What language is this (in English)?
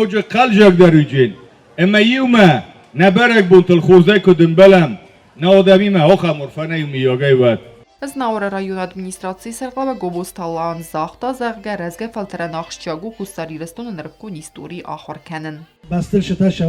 Ossetic